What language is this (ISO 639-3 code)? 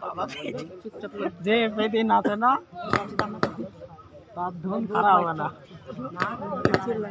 ben